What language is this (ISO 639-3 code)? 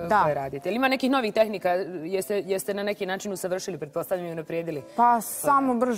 srp